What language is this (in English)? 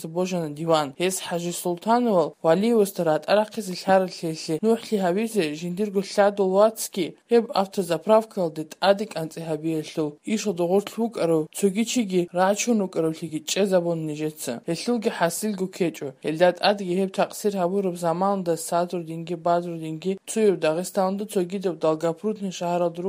Avaric